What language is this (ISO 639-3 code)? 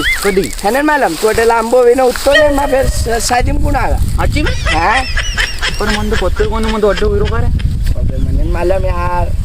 raj